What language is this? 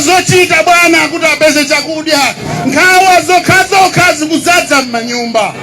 Nyanja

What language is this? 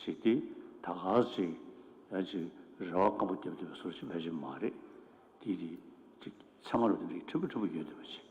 Tibetan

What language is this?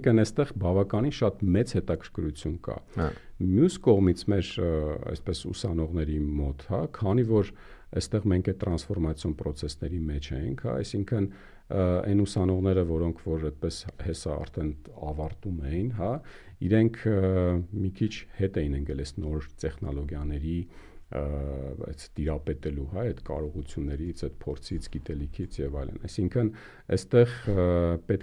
Armenian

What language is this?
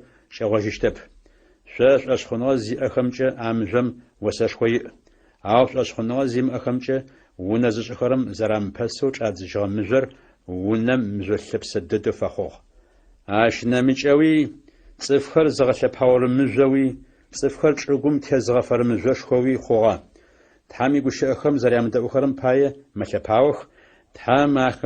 Adyghe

